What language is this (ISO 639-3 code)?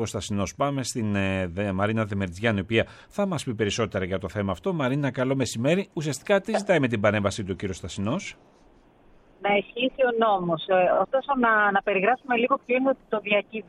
ell